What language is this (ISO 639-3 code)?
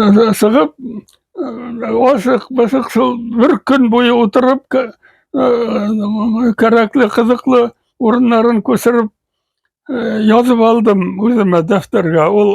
bak